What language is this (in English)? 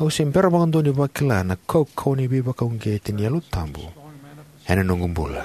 Fijian